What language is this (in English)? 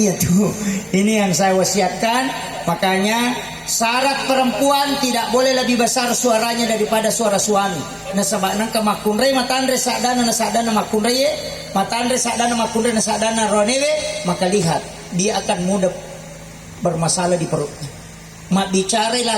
Buginese